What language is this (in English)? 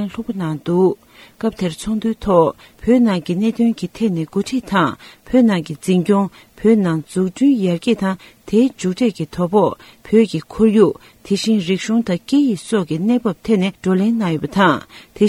Tibetan